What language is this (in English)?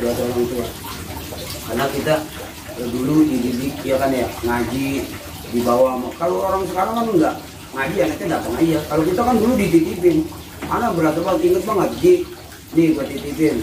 Betawi